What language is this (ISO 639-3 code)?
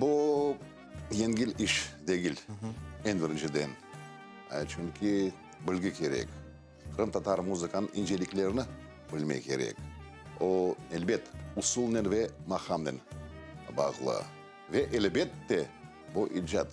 crh